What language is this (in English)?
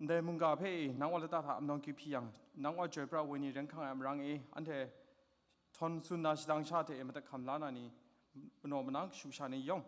Kachin